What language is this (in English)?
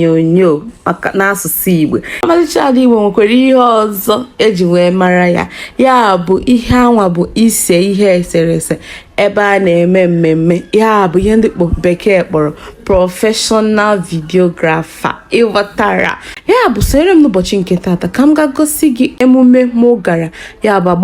Igbo